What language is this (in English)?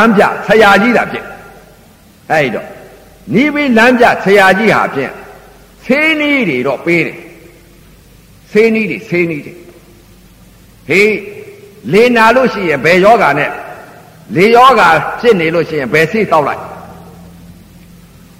Burmese